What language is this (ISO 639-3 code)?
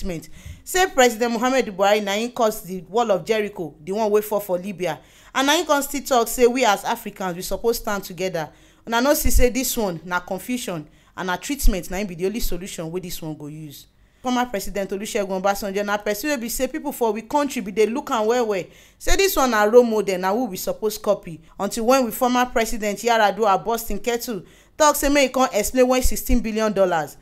pcm